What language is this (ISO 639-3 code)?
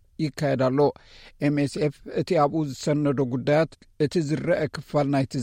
tir